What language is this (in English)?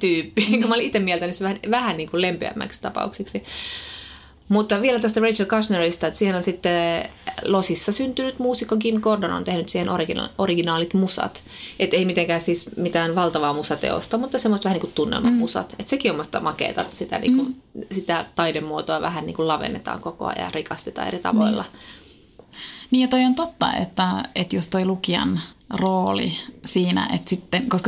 Finnish